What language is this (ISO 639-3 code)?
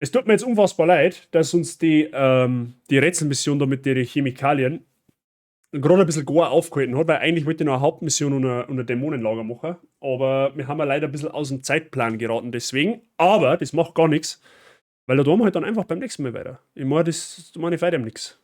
bar